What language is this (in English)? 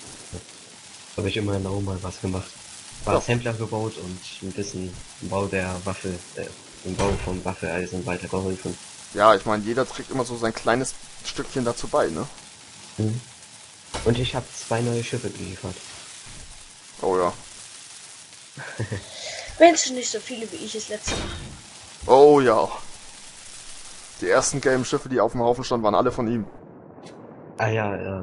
German